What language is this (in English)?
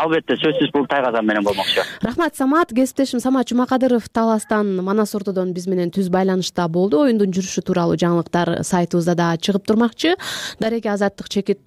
Kyrgyz